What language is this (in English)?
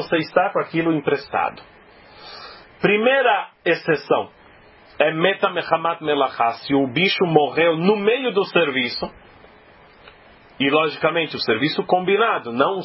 Portuguese